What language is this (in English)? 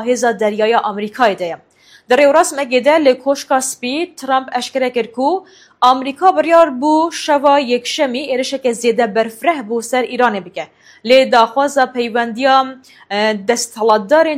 Kurdish